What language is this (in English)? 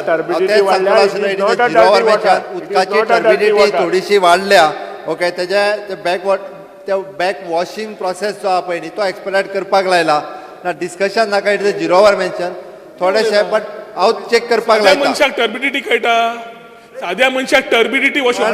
Konkani